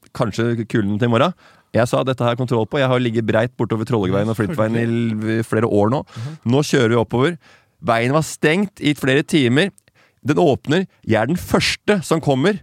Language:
Norwegian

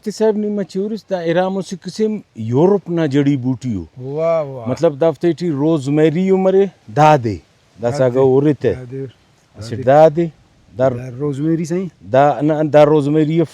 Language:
Brahui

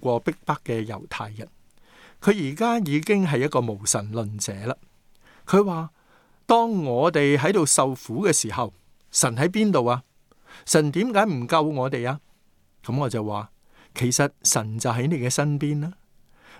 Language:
Cantonese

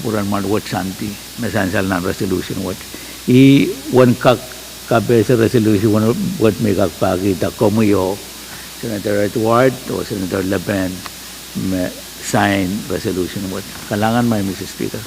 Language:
Pohnpeian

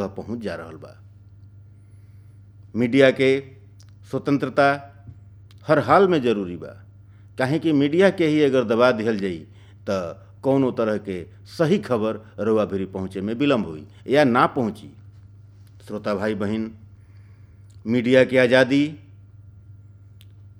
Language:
Bhojpuri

